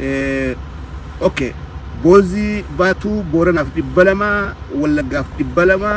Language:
Oromo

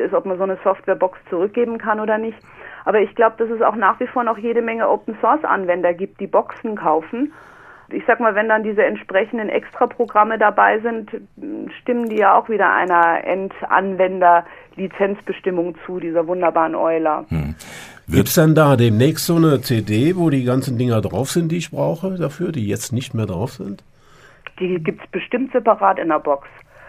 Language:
German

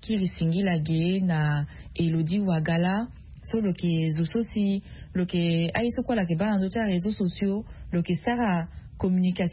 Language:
Sango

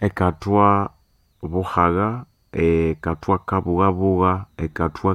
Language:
Nande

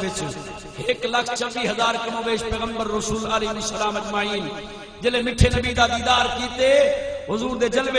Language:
Saraiki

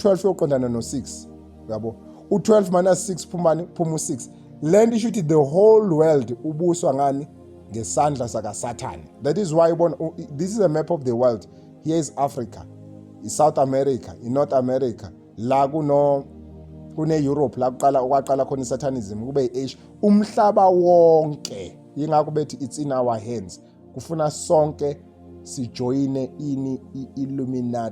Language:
Zulu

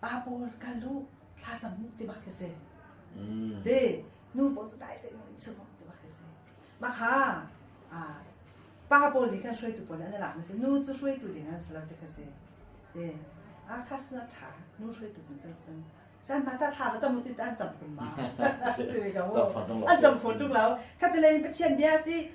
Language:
Hakha Chin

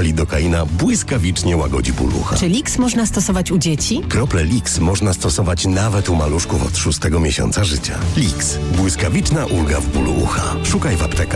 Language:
Polish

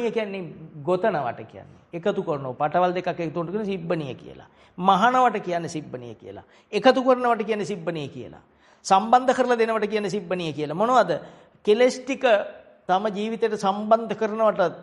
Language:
Sinhala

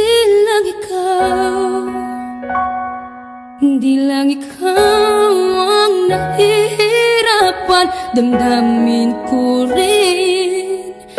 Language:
Filipino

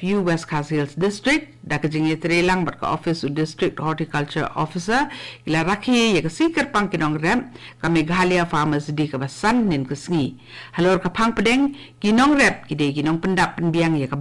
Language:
Khasi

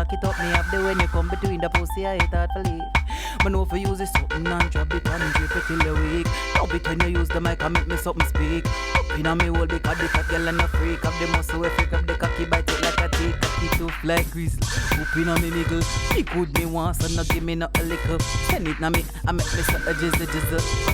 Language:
Jamaican Creole English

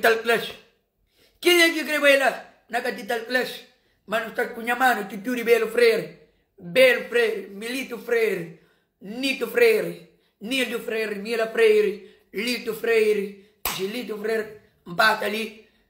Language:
Kabuverdianu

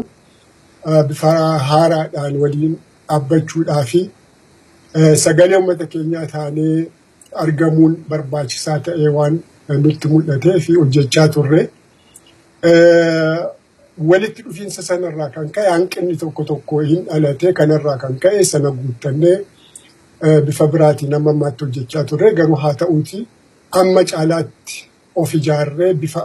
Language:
Oromo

